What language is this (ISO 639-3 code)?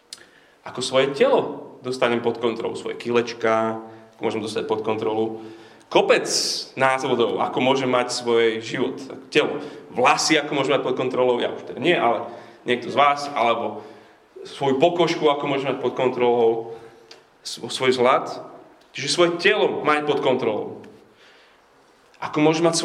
slk